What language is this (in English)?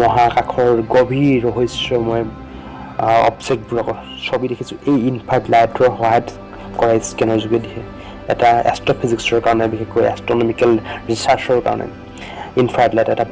Assamese